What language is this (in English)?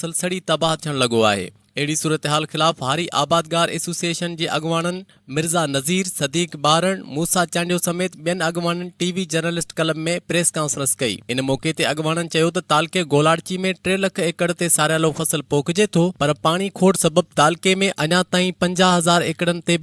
Sindhi